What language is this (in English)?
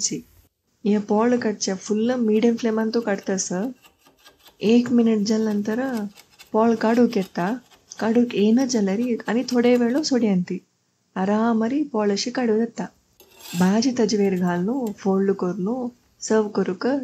Konkani